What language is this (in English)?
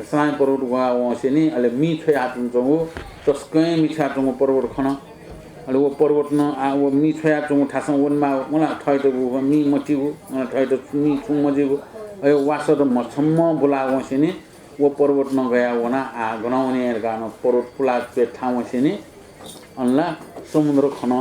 Newari